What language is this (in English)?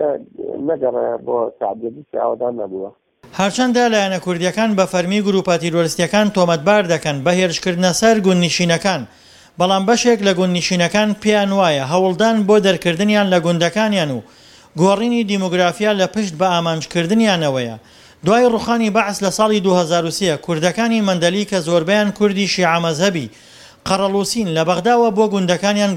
Central Kurdish